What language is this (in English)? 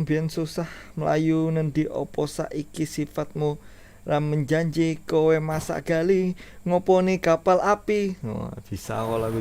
Banjar